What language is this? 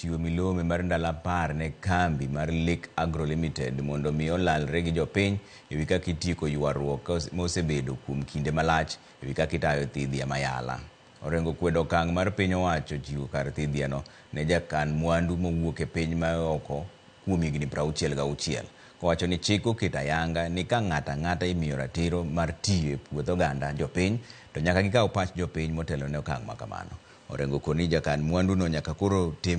Luo (Kenya and Tanzania)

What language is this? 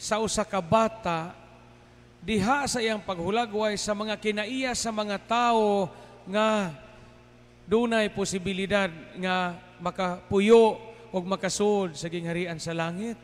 Cebuano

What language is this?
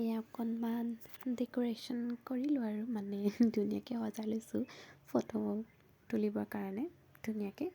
Assamese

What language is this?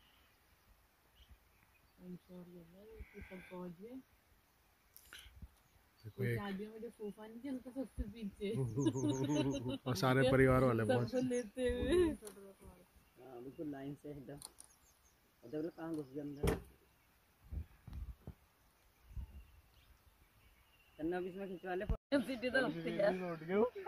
Hindi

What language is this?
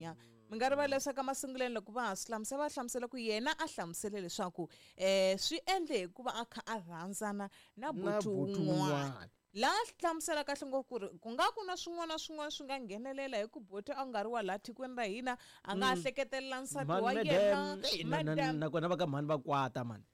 Tsonga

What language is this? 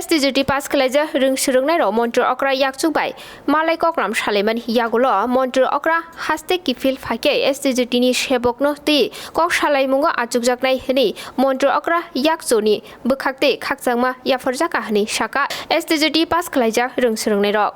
Kok Borok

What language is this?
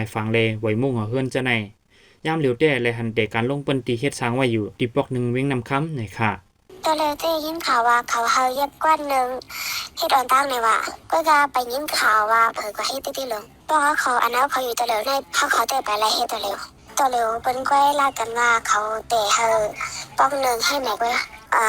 Shan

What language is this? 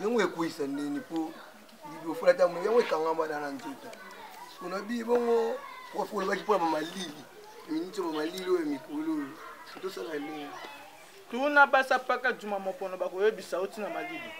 Lingala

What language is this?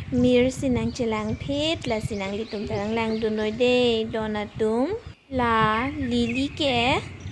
Karbi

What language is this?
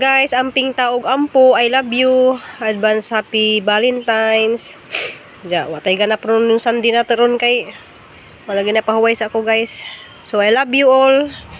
Cebuano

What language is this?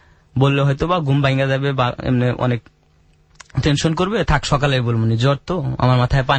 Bangla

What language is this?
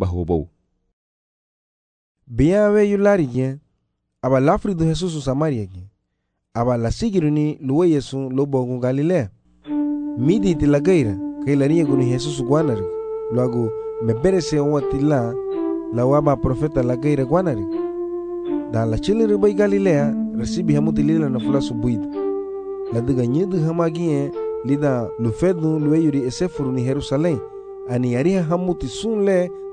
Garifuna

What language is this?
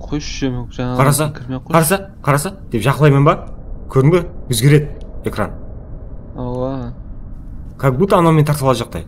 Kara-Kalpak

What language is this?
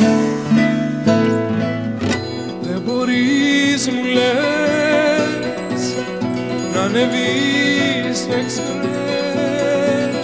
Greek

